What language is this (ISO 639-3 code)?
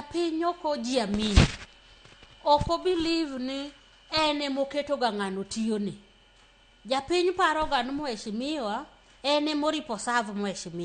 luo